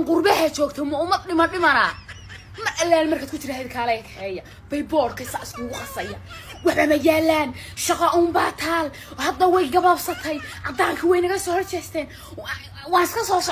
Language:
Somali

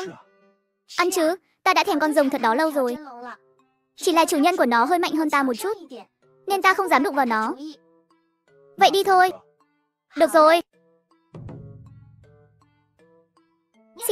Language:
Vietnamese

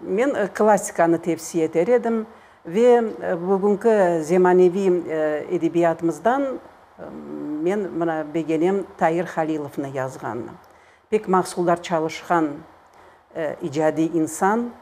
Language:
Crimean Tatar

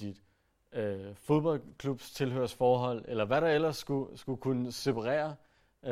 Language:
Danish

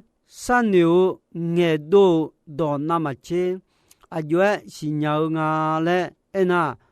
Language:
Akha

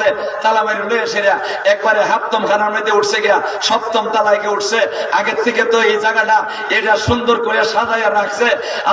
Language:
Sylheti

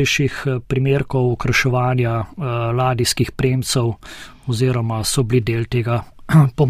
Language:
Slovenian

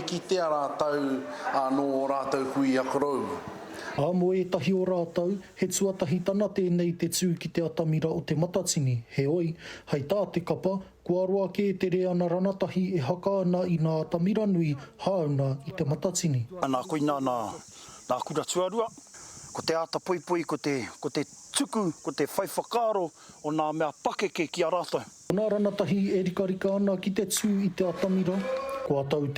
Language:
Māori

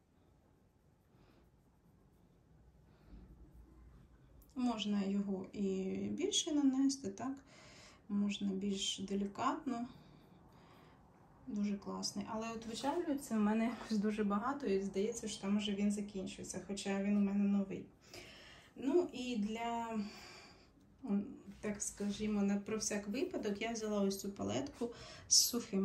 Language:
Ukrainian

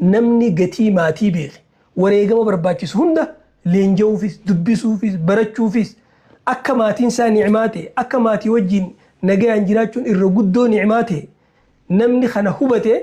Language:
Oromo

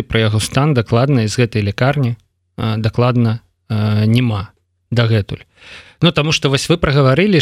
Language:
Belarusian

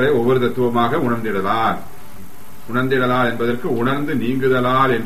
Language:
Tamil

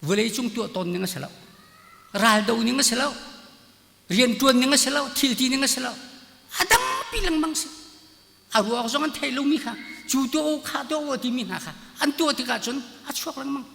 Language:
Hakha Chin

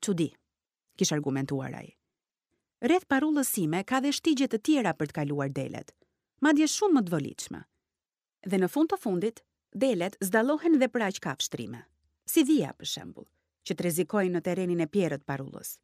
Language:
Albanian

